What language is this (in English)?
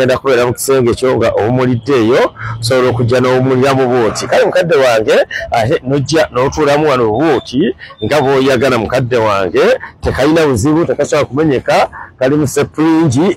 Ganda